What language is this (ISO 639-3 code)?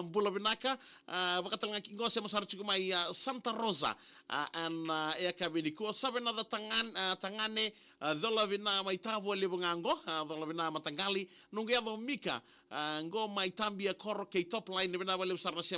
fij